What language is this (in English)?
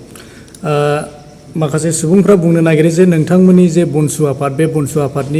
Bodo